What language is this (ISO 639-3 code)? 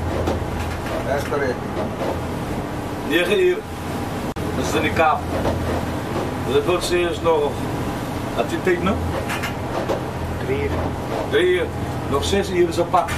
afr